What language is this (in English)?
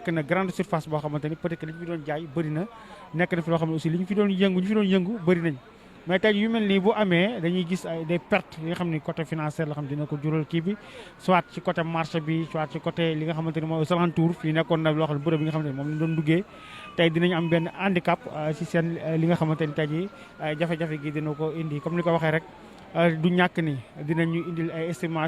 Wolof